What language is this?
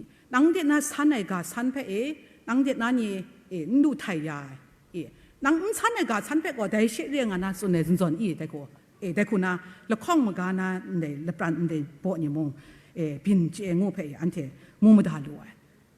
Kachin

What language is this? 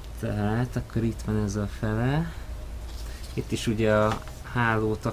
Hungarian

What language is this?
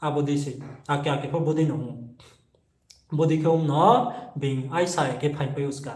Riang (India)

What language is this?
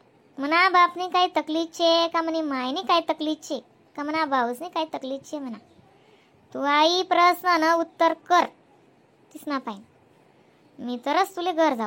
Khandesi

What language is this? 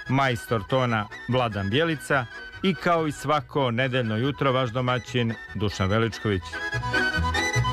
Serbian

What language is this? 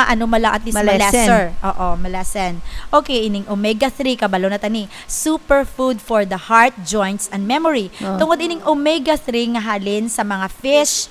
Hiligaynon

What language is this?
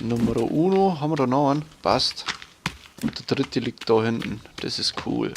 Bavarian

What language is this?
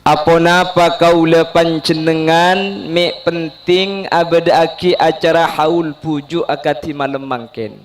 Madurese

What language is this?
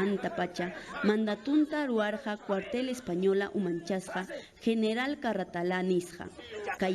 Ayacucho Quechua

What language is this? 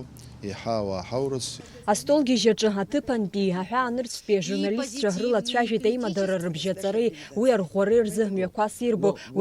Abkhazian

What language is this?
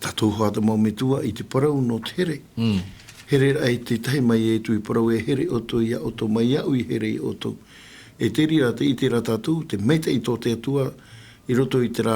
Tahitian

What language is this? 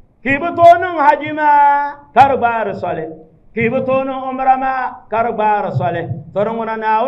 Dagbani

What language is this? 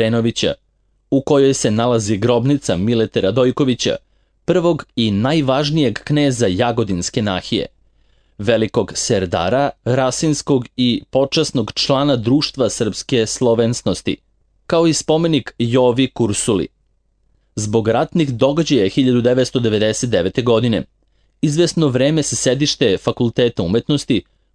Serbian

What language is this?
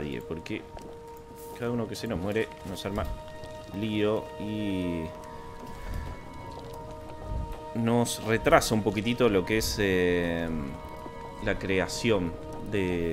Spanish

